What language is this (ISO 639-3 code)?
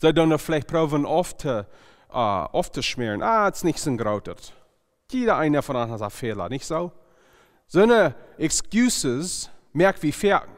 pdt